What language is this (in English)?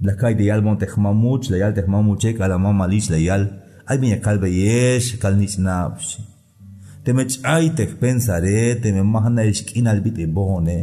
Tzeltal